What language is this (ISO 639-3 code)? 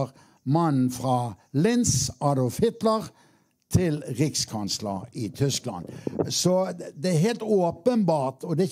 nor